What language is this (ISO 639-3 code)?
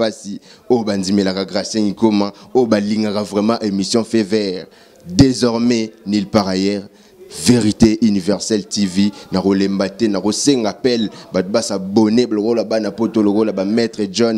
lin